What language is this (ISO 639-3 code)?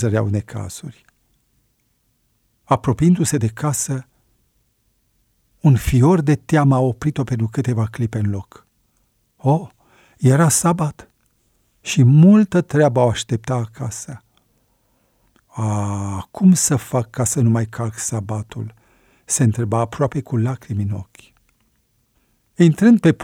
ron